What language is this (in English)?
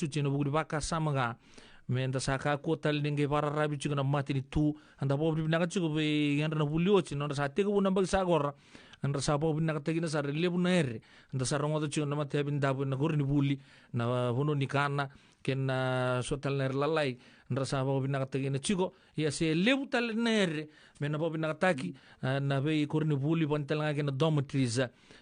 Fijian